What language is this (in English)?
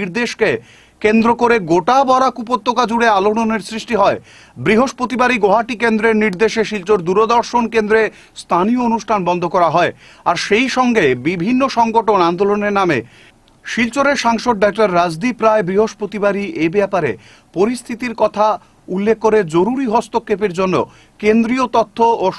Bangla